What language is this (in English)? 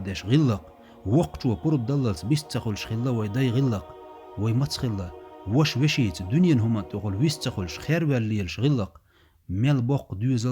Chechen